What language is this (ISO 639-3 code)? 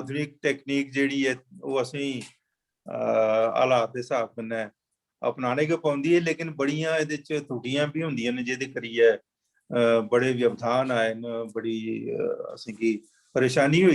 doi